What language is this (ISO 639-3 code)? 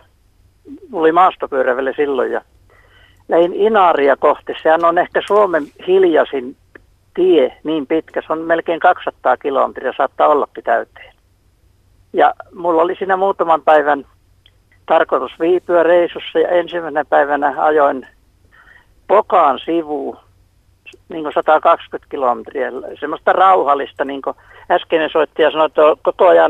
fin